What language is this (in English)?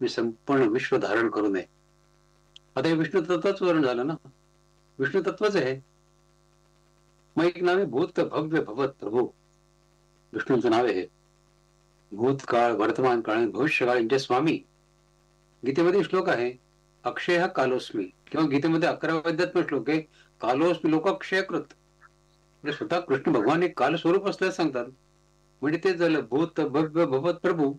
Marathi